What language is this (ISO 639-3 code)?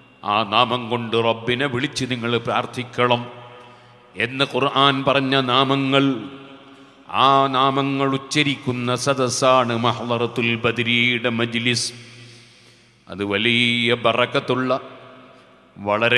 mal